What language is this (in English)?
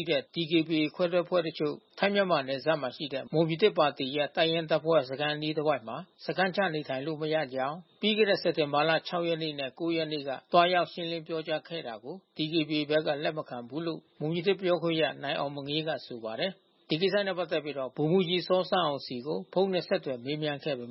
Burmese